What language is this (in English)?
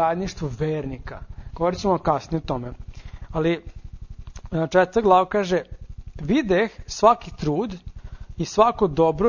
Serbian